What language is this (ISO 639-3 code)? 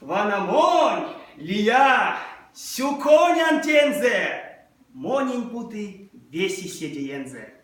myv